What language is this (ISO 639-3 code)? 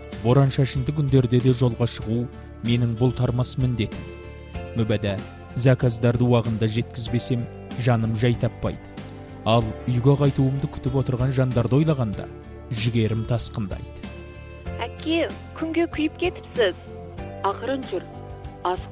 kaz